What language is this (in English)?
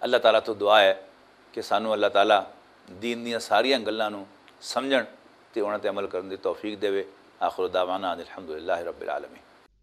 Western Panjabi